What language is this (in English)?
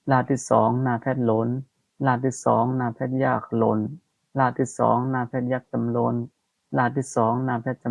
Shan